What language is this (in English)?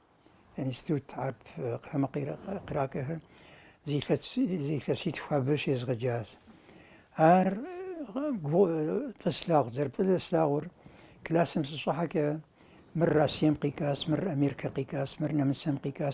Kabardian